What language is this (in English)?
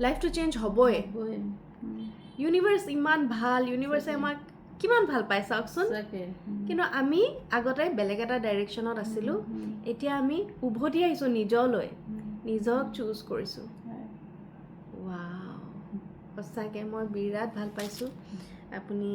Assamese